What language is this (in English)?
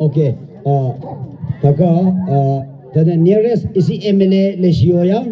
Tangkhul Naga (India)